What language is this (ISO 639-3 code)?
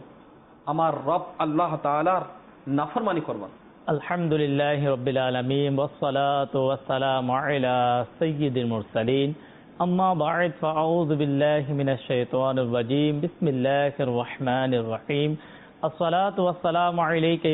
ben